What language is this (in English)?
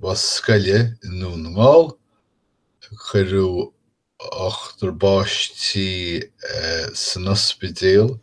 Irish